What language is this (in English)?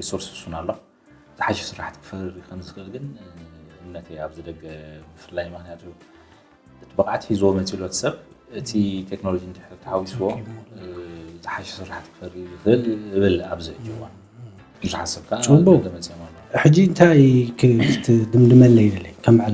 Tigrinya